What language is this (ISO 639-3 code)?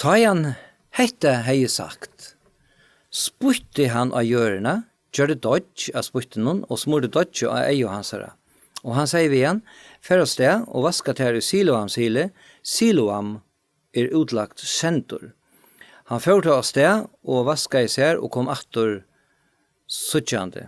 fao